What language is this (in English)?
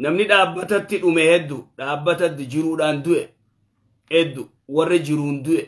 Oromo